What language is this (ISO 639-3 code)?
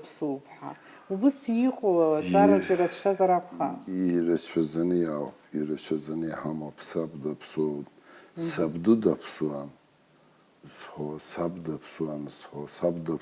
abk